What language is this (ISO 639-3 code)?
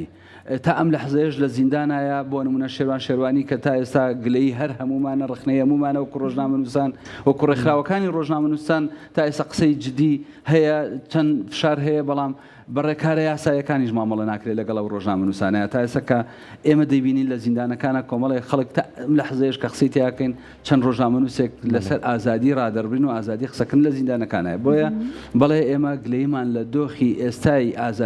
ckb